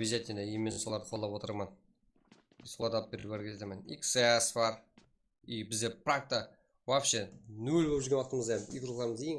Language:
Kara-Kalpak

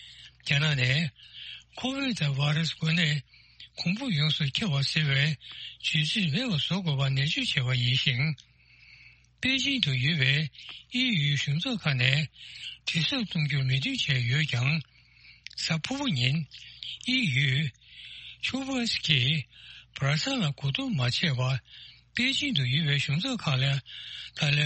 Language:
Tibetan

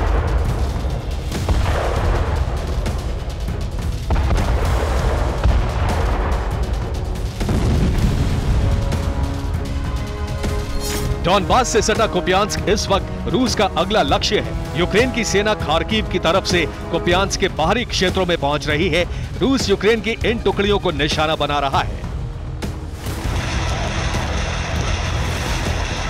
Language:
Hindi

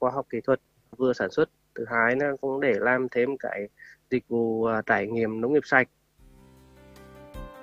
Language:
Vietnamese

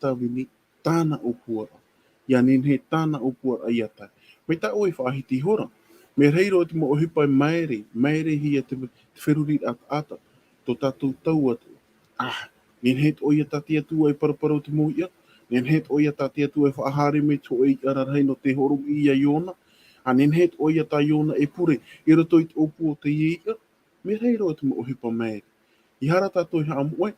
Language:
Tahitian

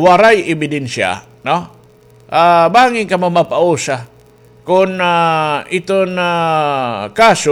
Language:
Waray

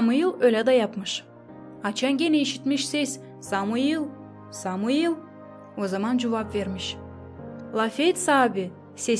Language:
Gagauz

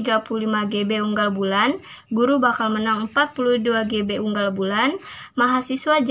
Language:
Sundanese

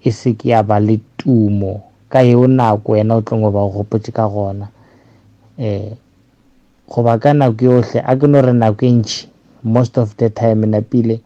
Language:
Northern Sotho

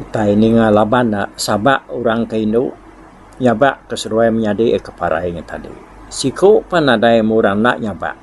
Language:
Iban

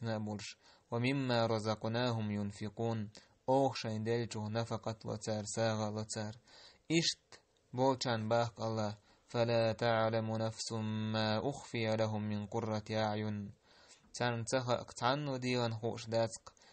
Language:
Chechen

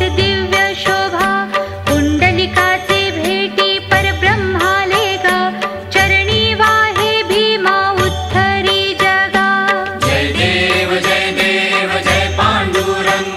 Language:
Marathi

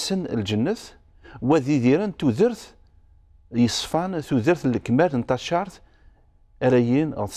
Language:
Kabyle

